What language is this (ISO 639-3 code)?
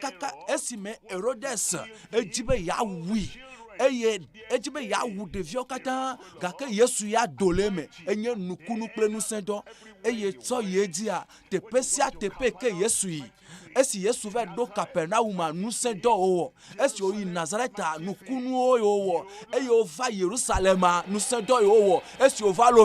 ewe